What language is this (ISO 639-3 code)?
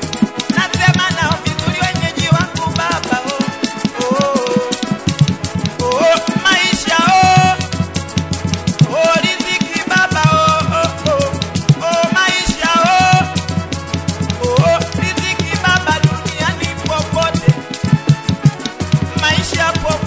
swa